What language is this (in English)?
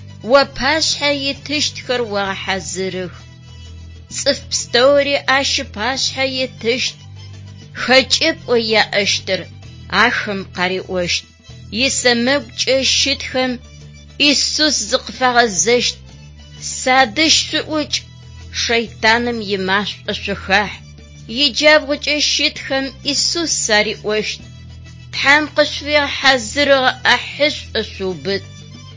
Adyghe